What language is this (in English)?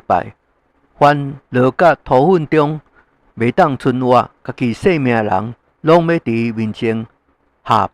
Min Nan Chinese